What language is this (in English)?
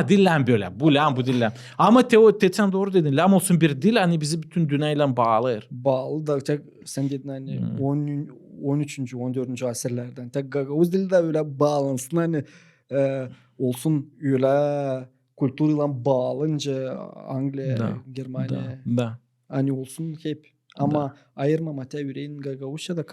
Gagauz